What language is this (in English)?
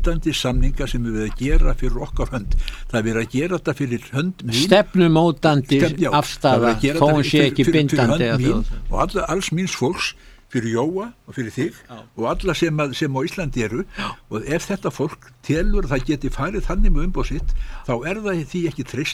Icelandic